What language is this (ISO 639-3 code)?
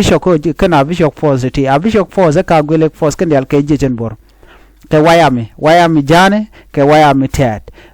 nus